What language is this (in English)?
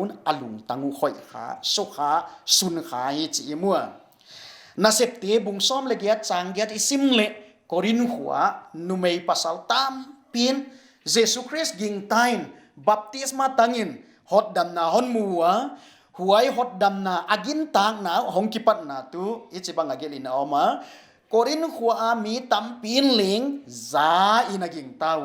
Paite Chin